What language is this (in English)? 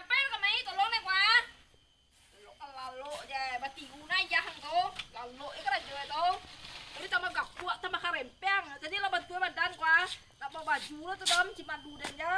Minangkabau